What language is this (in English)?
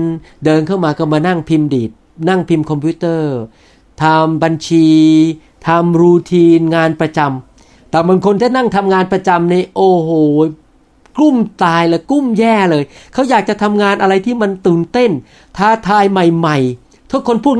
Thai